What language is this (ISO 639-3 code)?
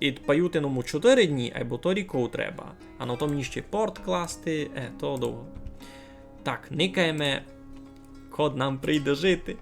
rue